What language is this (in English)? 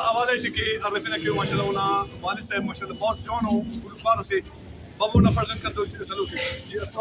Brahui